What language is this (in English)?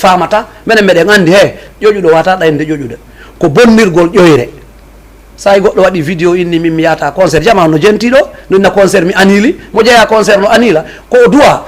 Fula